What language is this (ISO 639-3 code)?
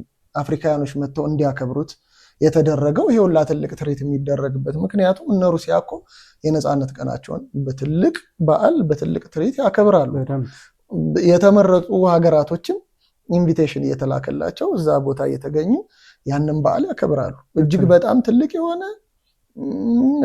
amh